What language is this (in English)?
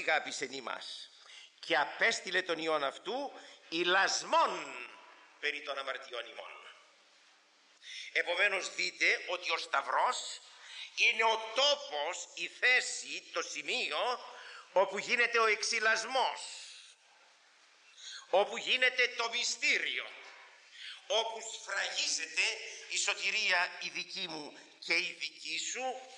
Greek